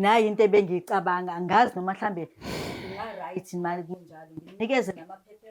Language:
Zulu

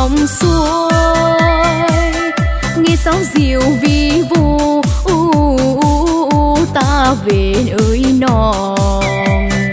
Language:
Vietnamese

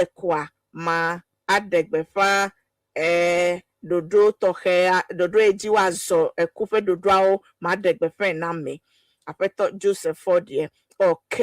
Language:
Ewe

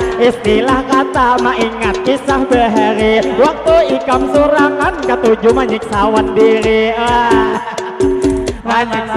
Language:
Banjar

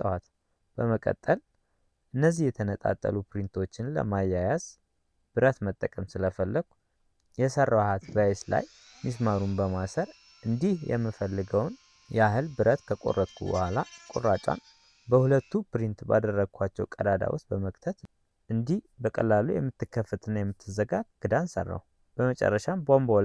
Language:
Amharic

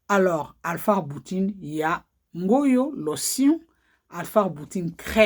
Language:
Lingala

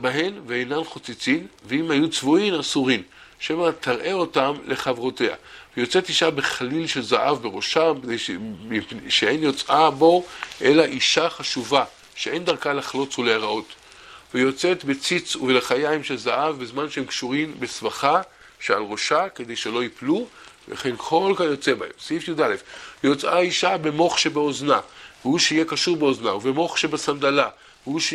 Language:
Hebrew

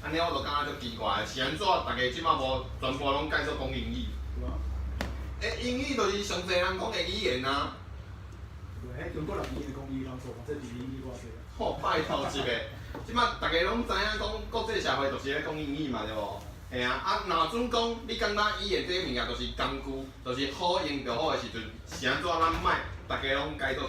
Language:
Min Nan Chinese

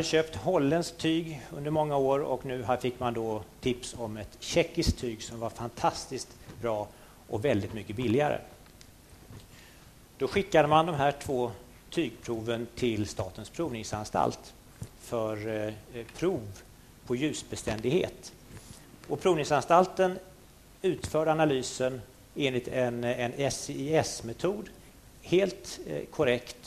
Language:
Swedish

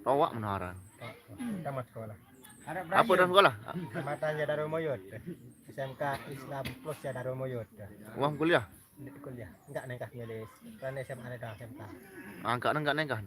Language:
Sasak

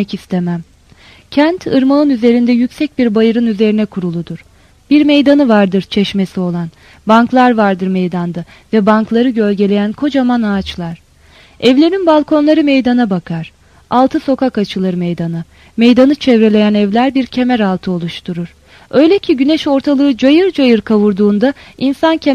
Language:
Turkish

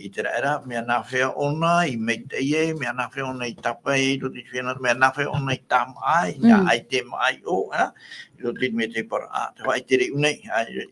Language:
Tahitian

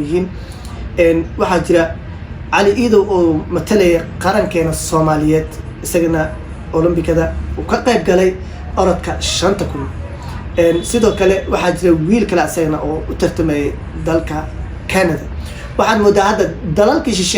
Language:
Somali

